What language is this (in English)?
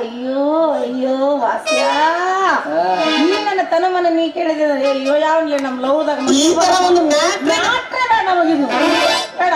Kannada